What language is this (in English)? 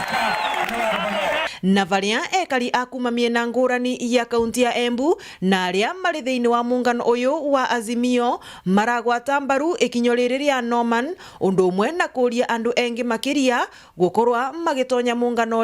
Meru